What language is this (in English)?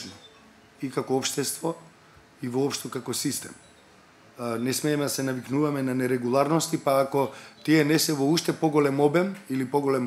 Macedonian